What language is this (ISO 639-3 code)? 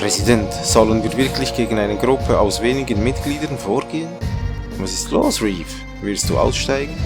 gsw